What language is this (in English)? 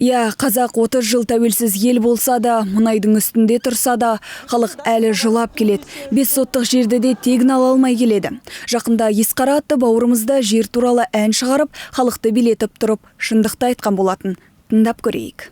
Kazakh